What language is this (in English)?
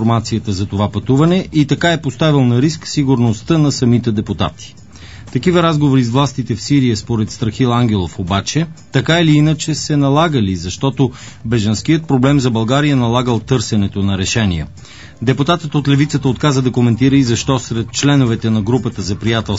Bulgarian